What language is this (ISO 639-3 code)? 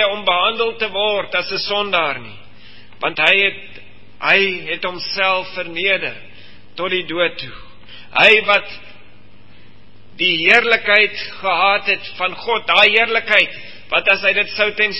afr